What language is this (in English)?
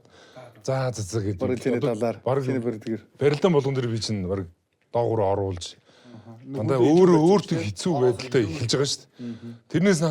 Mongolian